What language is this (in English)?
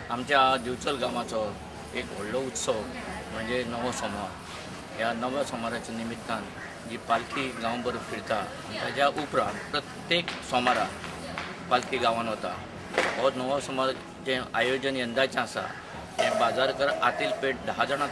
Konkani